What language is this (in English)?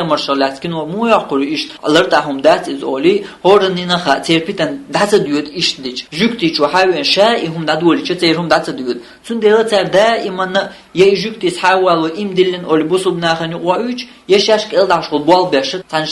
Chechen